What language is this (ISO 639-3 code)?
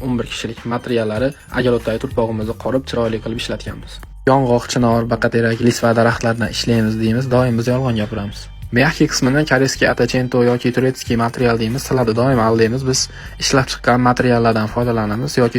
uzb